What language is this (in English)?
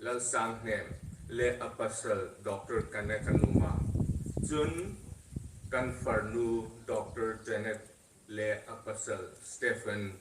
Hmar